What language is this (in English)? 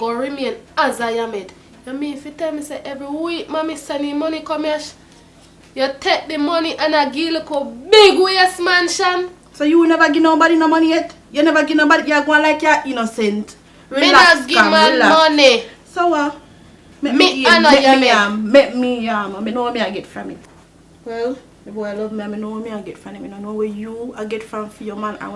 Jamaican Creole English